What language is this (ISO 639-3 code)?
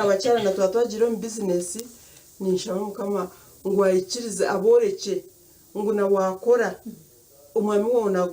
nyn